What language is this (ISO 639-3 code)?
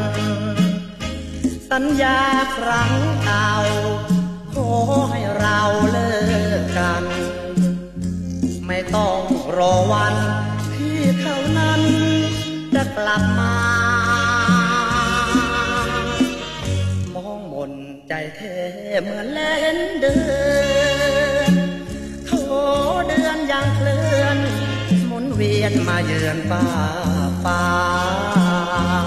tha